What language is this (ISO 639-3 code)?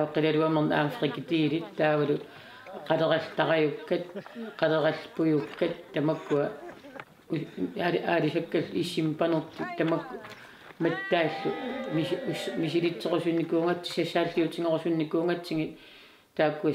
kal